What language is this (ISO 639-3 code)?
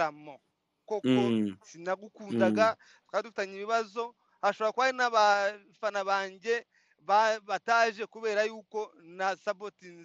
kin